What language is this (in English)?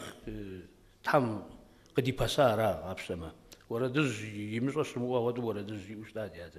Kabardian